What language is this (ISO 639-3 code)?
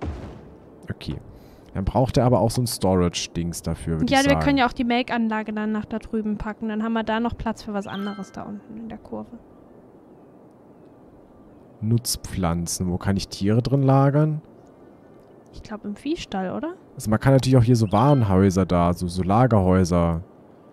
deu